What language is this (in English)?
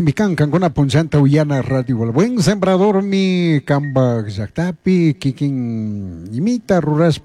Chimborazo Highland Quichua